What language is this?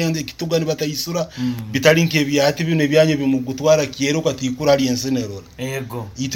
Nyoro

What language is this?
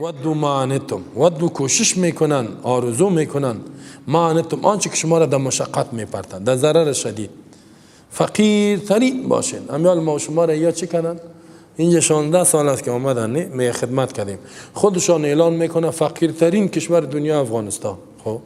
Persian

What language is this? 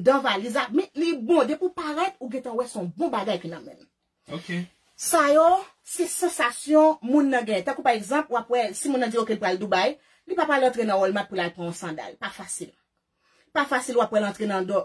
Haitian Creole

